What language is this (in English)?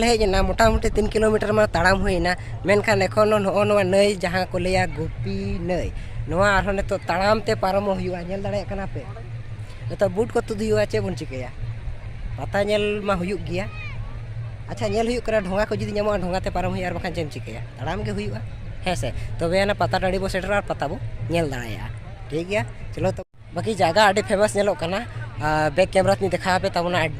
Santali